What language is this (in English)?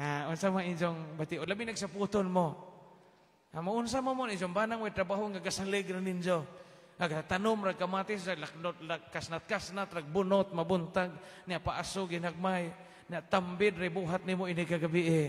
Cebuano